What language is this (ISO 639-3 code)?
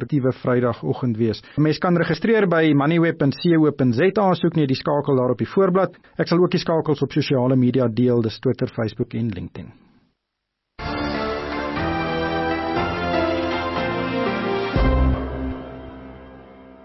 afr